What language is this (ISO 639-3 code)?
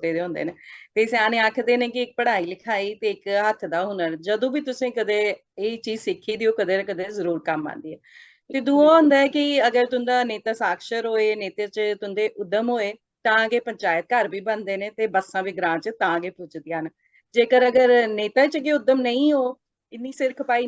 doi